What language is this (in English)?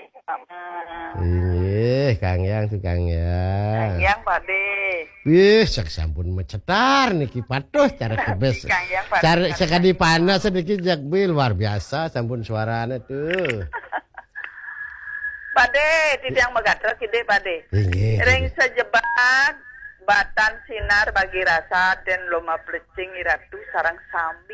Balinese